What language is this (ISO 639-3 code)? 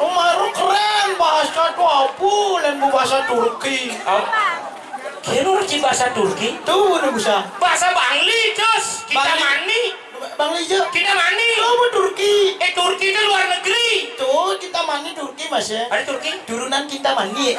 ban